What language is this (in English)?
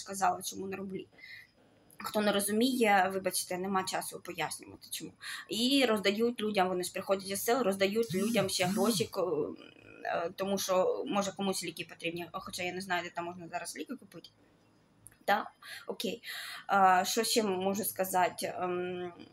Ukrainian